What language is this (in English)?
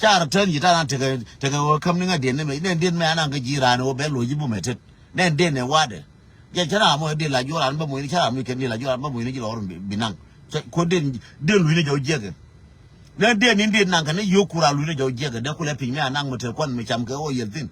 Nuer